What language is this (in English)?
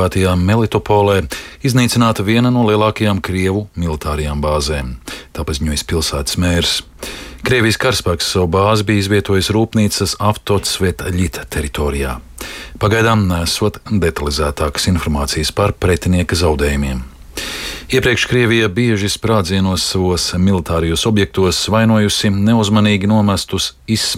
Latvian